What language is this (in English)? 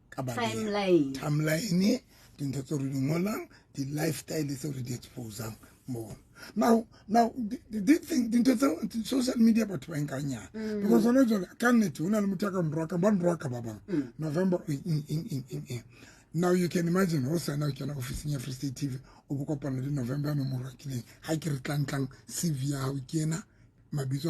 Southern Sotho